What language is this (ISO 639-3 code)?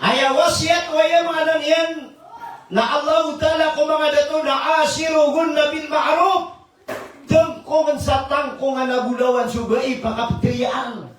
mrw